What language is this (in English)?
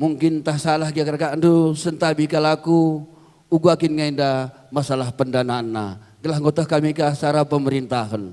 Batak Karo